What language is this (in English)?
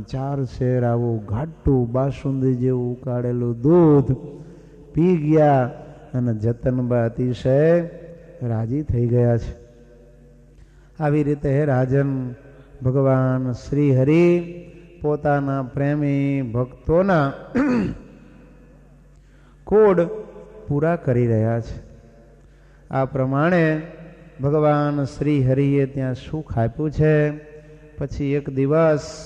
Gujarati